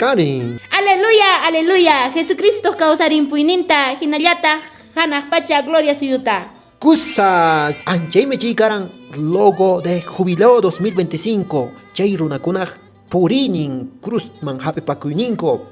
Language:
Quechua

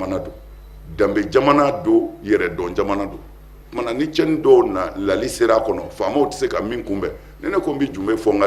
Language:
Bambara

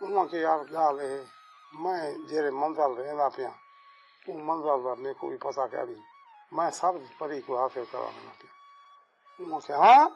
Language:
Saraiki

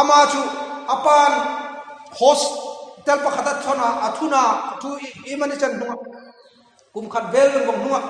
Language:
Hmar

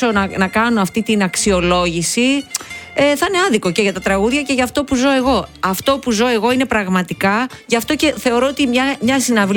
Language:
Greek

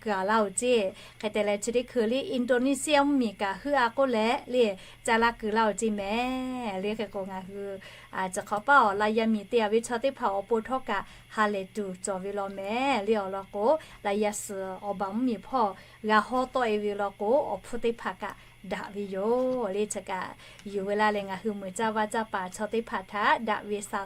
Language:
Lahu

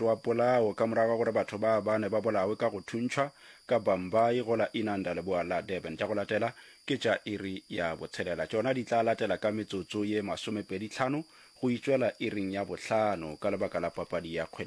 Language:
Northern Sotho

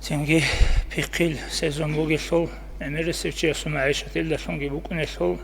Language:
Avaric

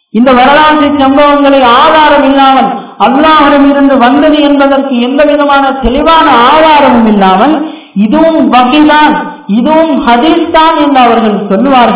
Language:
Tamil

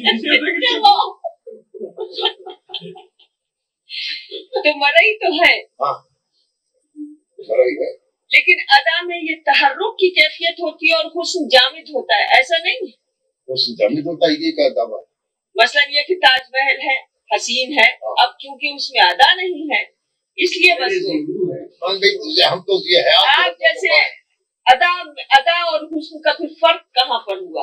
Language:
Urdu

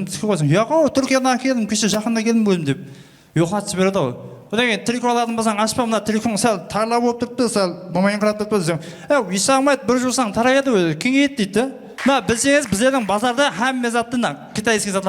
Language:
Kara-Kalpak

